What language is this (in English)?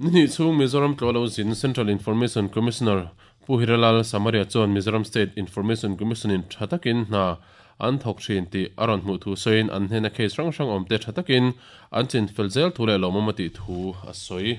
Mizo